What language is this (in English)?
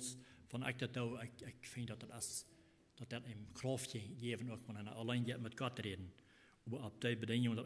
Plautdietsch